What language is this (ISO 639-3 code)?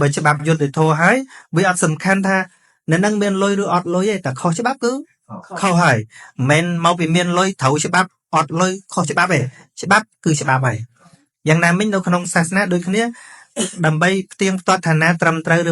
khm